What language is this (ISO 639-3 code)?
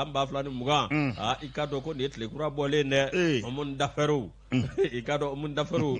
bam